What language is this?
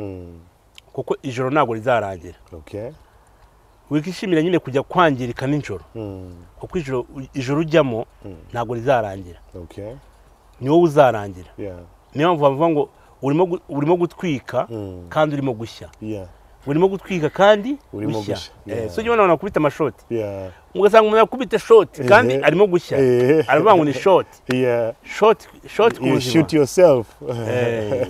Kinyarwanda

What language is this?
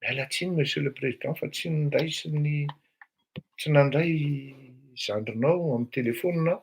Malagasy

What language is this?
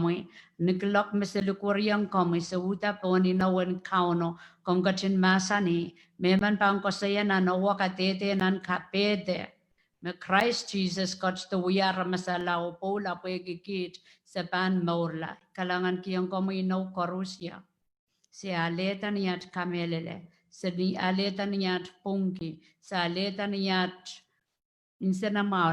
Pohnpeian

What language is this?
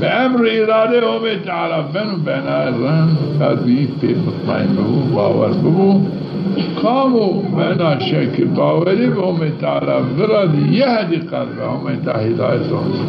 Zaza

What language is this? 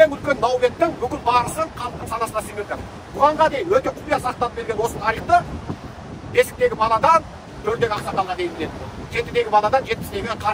Kazakh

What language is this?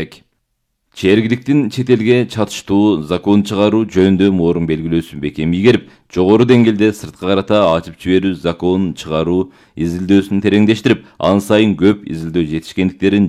Kyrgyz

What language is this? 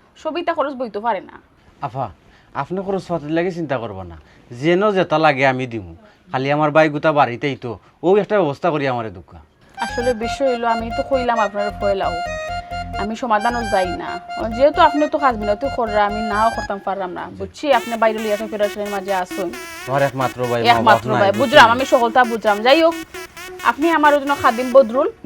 Sylheti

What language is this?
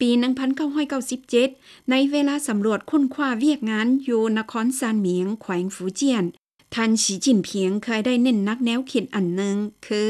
Lao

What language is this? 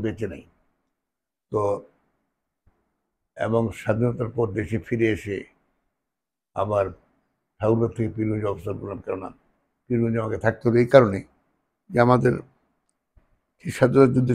Bangla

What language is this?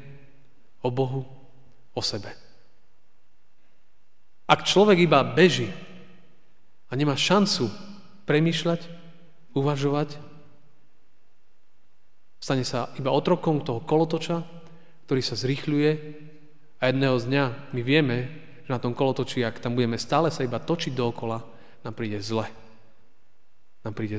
Slovak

